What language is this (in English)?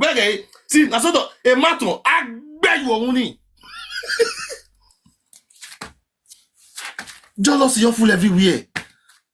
Nigerian Pidgin